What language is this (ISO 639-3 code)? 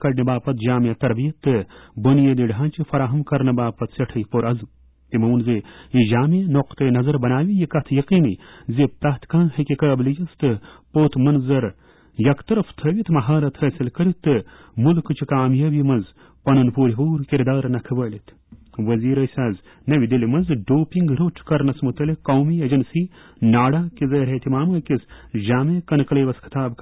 kas